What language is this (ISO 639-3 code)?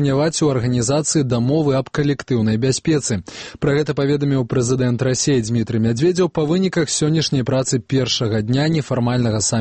bel